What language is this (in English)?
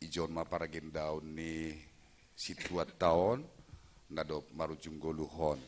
Batak Simalungun